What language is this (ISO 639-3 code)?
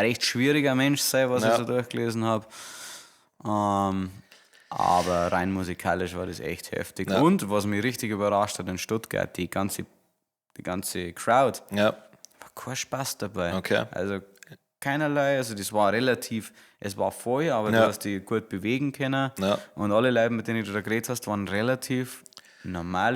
bar